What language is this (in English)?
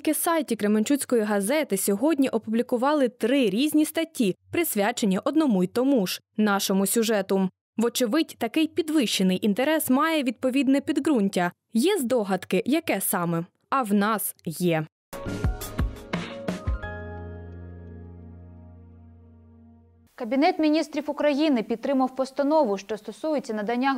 Ukrainian